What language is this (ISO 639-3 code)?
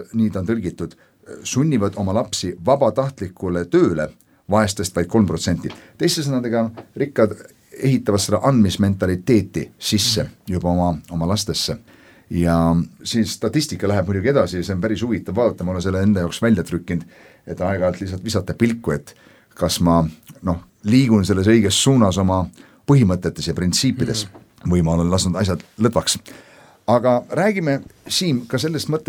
est